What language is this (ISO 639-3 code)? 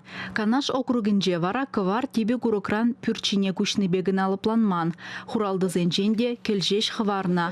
chv